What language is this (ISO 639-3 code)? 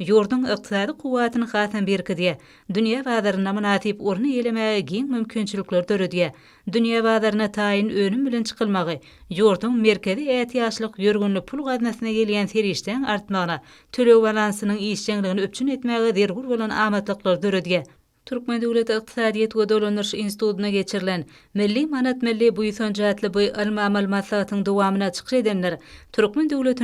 tuk